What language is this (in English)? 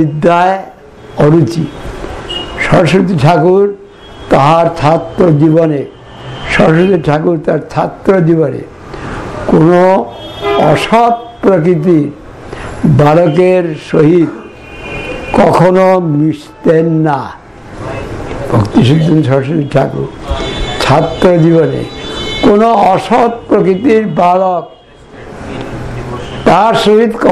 Bangla